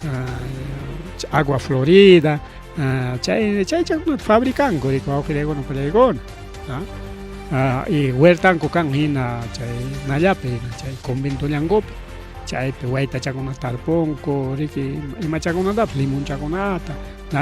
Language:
Ayacucho Quechua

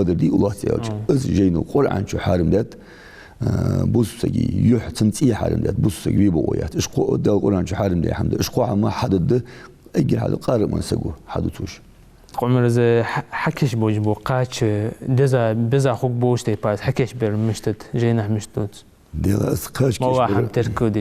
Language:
Ingush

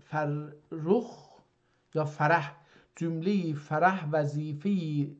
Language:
South Azerbaijani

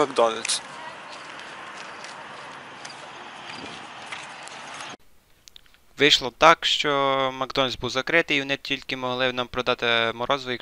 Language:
Ukrainian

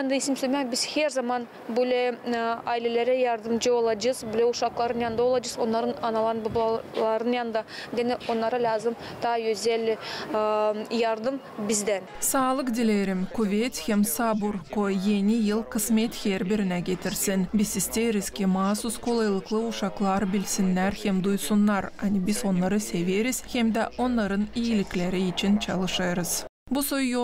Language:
Gagauz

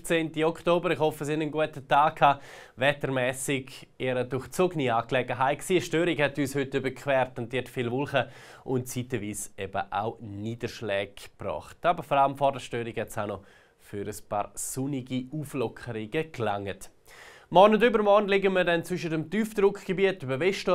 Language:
Swiss German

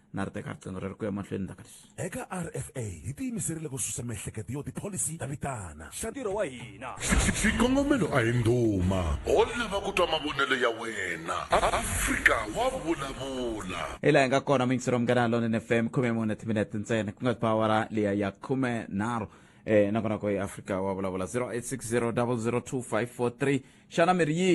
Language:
Tsonga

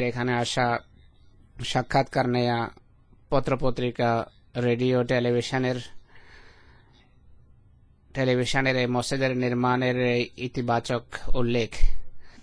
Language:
Bangla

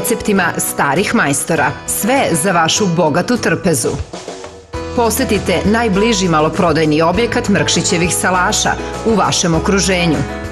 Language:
Serbian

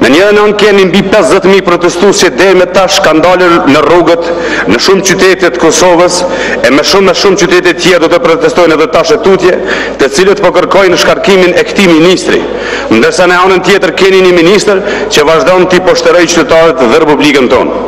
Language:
Albanian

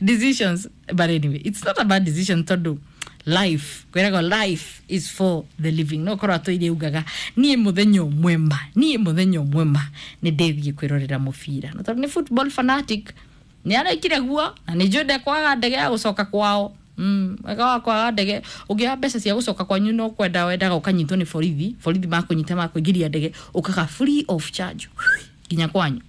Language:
Kikuyu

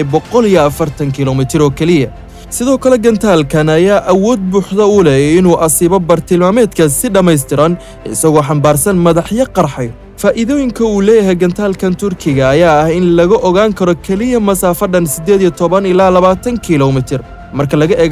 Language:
Somali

